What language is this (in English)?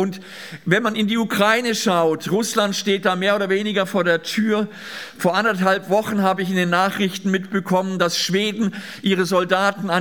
German